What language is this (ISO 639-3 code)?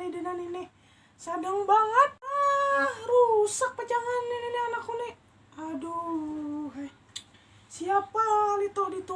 bjn